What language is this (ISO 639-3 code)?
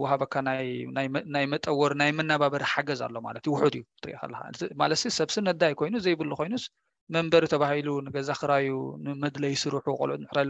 tir